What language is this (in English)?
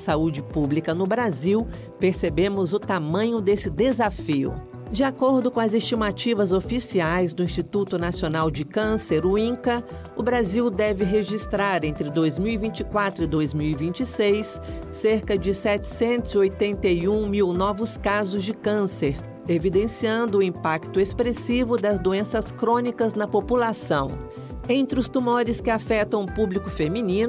Portuguese